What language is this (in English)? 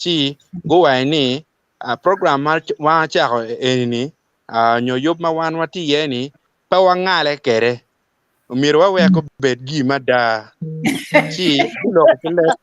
Acoli